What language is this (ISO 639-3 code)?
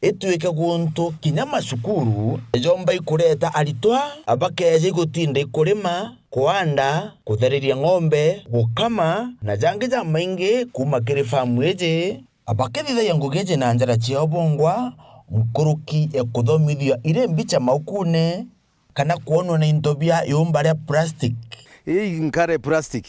mer